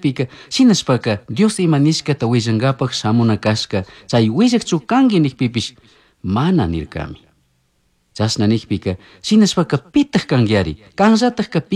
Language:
Chimborazo Highland Quichua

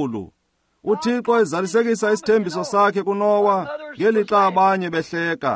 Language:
Xhosa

